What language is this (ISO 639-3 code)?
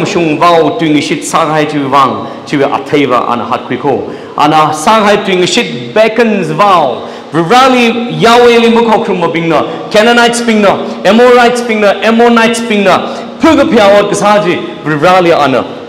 nmf